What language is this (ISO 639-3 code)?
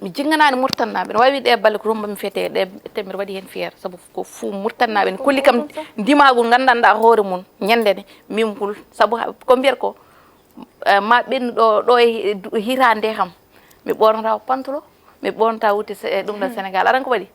ful